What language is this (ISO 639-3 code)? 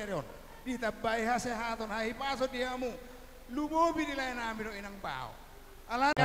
bbc